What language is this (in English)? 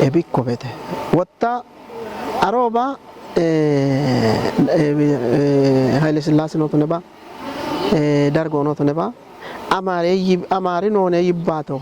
Kafa